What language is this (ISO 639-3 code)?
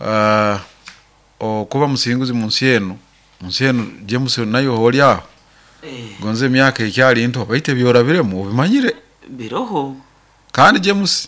nyo